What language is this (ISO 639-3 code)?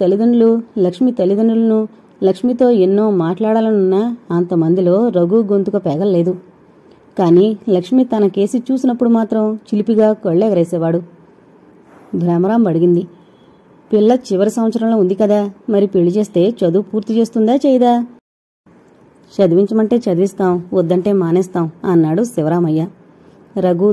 tel